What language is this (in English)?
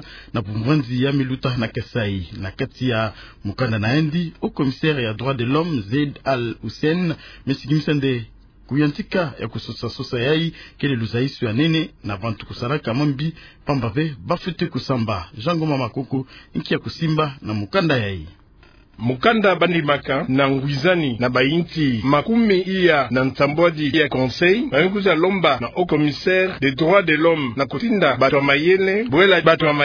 Kituba (Democratic Republic of Congo)